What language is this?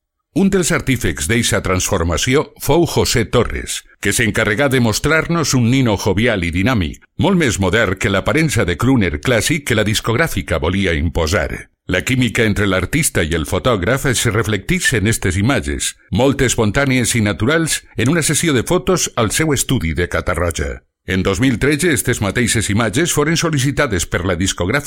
Catalan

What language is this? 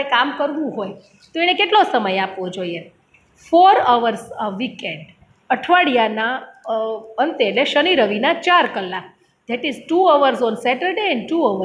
Gujarati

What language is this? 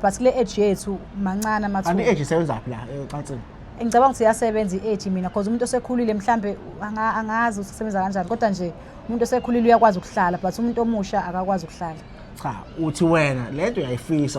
Zulu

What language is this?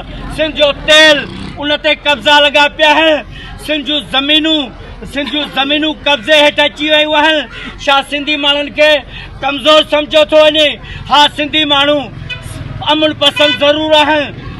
Sindhi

